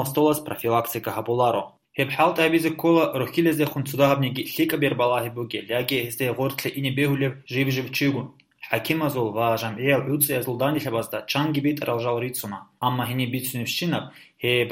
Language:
Avaric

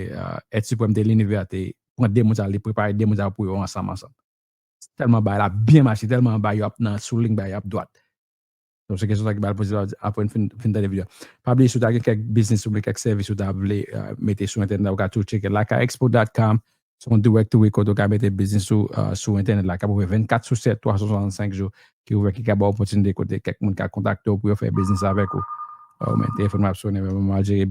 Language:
Haitian Creole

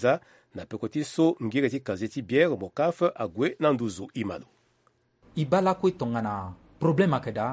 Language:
Sango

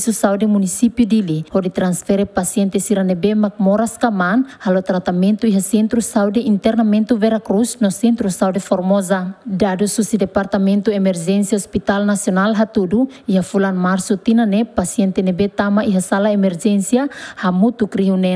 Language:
Tetum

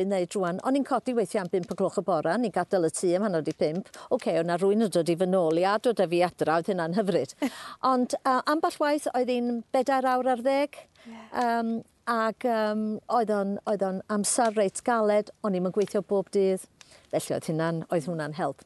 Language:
Welsh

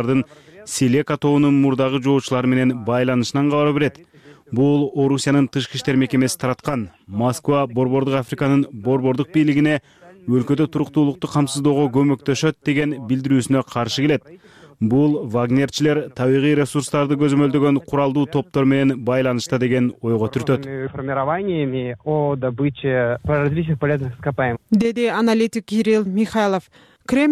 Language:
Kyrgyz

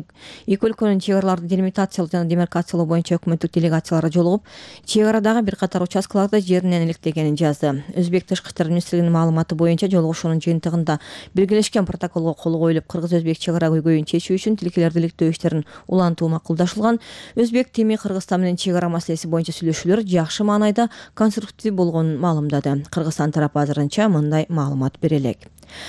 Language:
Kyrgyz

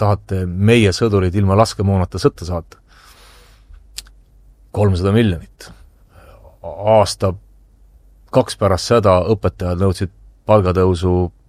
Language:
Estonian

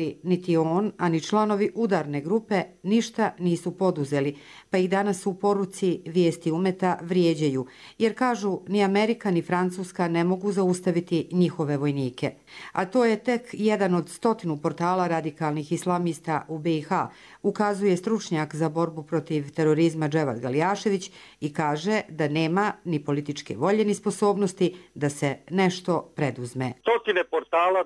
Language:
Serbian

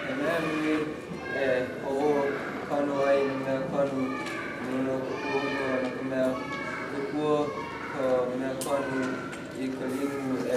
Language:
Hawaiian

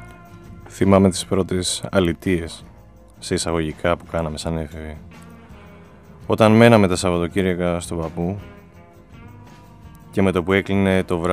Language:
Greek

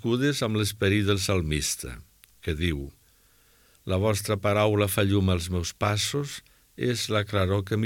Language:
Catalan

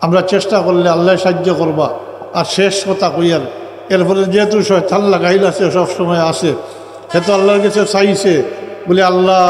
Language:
Sylheti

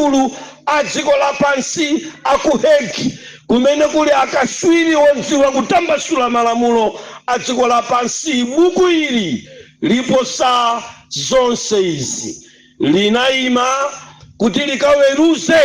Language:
Nyanja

